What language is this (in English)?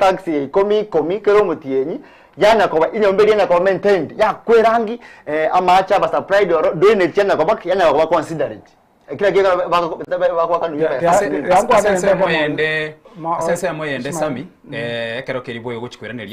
Gusii